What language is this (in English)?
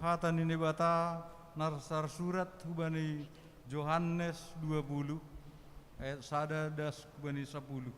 Batak Simalungun